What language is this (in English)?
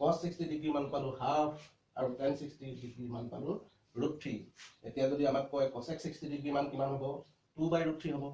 Assamese